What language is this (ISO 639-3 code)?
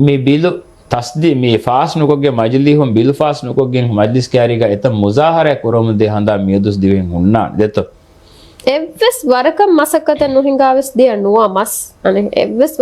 div